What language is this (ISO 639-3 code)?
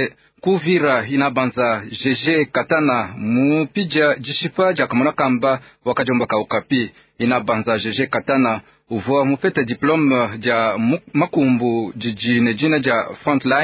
lua